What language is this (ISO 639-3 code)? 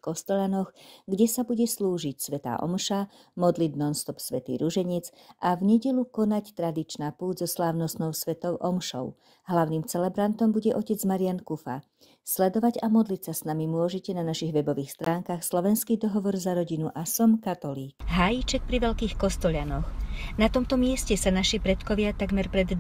slk